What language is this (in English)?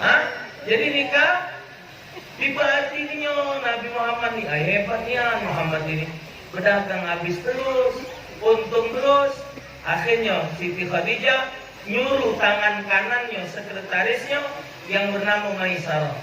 Musi